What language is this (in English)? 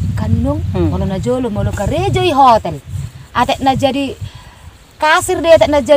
Batak Toba